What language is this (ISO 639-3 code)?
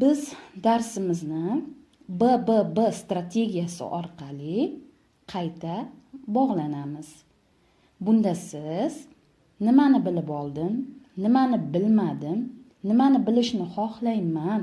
uzb